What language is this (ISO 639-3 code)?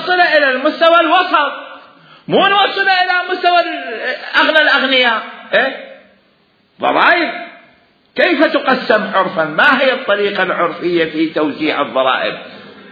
acm